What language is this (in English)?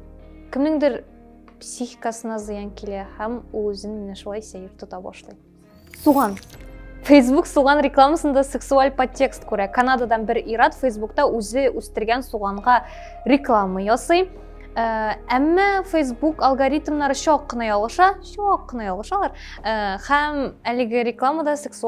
Tatar